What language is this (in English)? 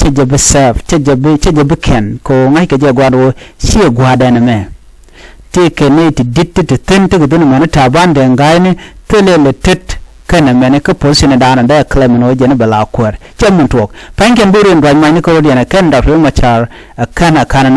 Nuer